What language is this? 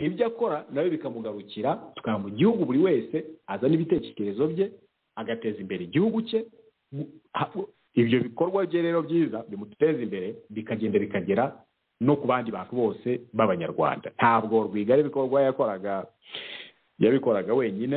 Kinyarwanda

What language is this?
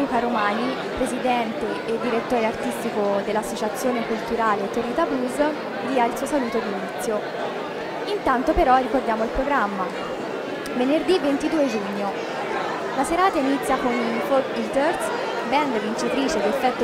Italian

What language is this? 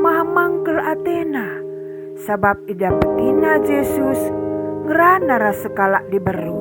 Batak Karo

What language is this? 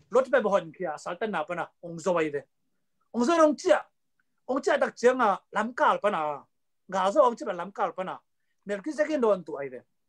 Tedim Chin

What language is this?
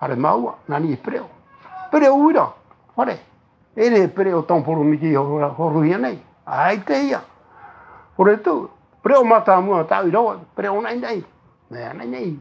Tahitian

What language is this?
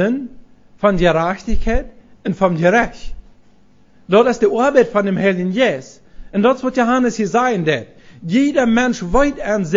Plautdietsch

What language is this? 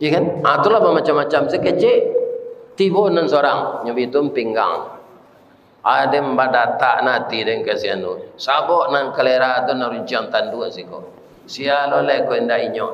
Minangkabau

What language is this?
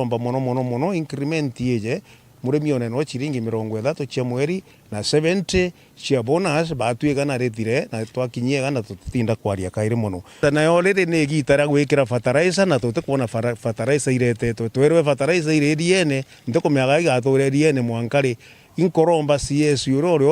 Meru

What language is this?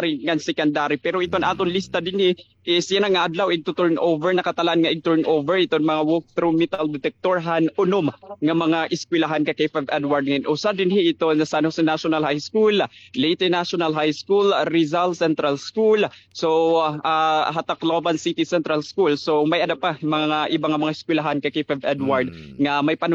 Waray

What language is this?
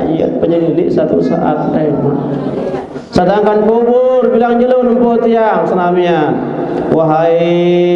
Sasak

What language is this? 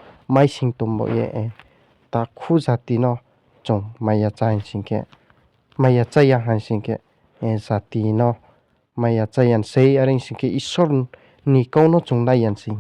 Riang (India)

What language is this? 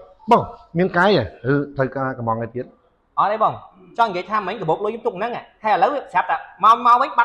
Khmer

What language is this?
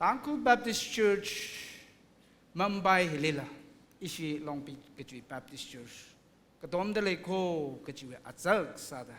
Tangkhul Naga (India)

